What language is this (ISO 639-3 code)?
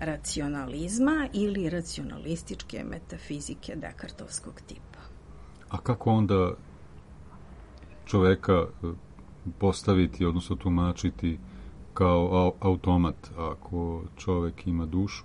srp